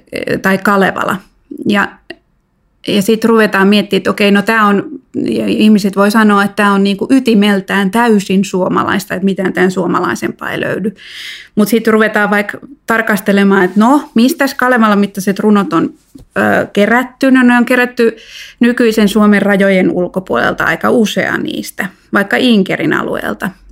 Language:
Finnish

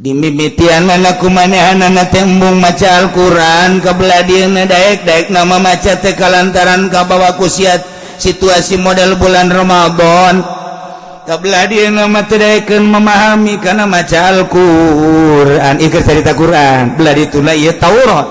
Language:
Sundanese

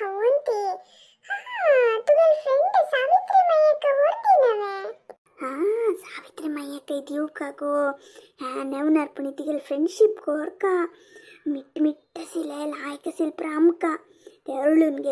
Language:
Konkani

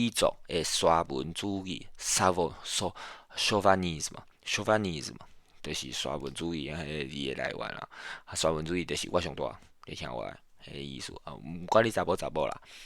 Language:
Min Nan Chinese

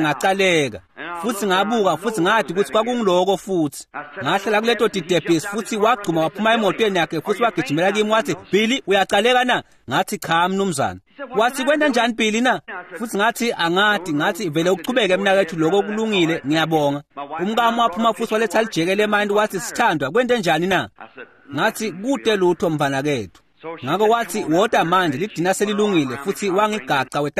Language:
Swati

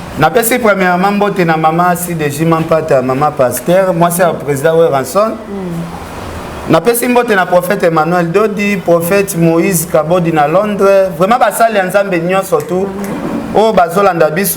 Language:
Lingala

